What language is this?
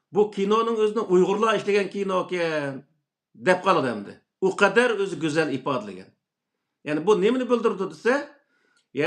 Uyghur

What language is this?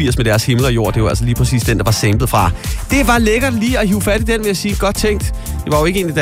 Danish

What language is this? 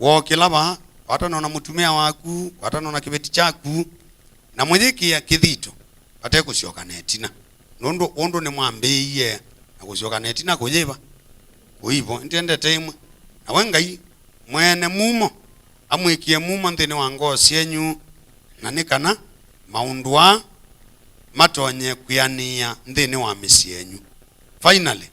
Kamba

